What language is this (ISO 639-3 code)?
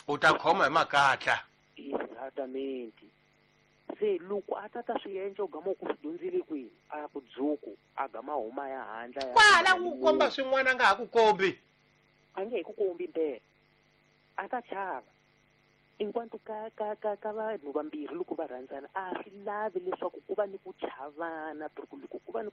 tso